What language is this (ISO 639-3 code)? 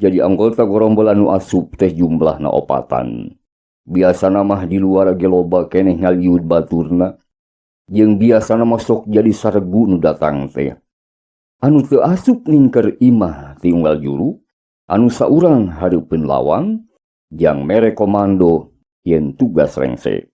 sun